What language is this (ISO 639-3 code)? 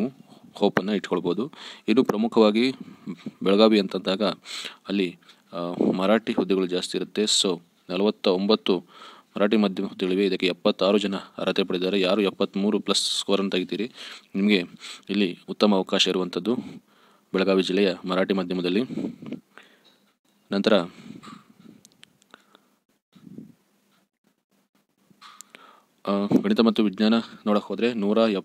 kan